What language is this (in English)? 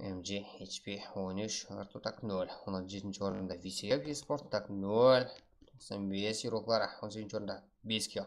Kara-Kalpak